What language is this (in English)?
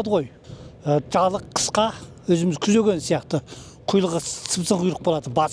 Kazakh